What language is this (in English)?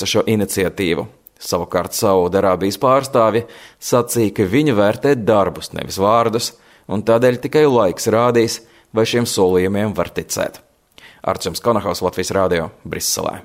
Latvian